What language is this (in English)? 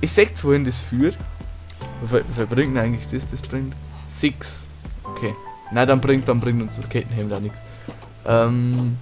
Bavarian